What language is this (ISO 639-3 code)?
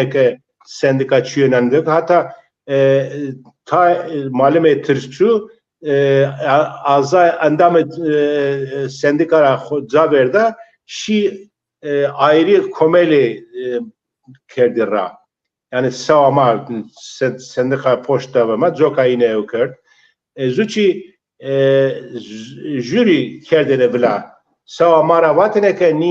zza